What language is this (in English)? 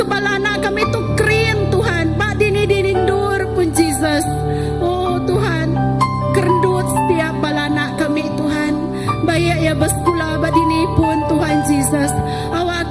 Iban